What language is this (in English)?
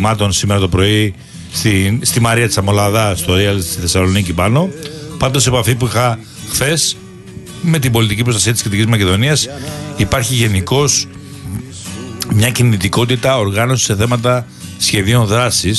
Greek